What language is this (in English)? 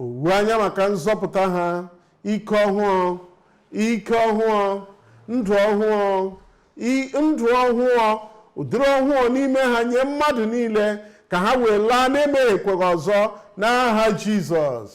Igbo